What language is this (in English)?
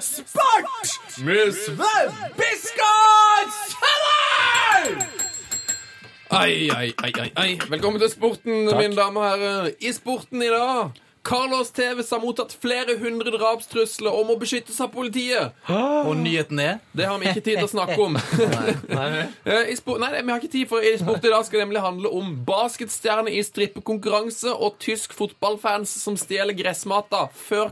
Norwegian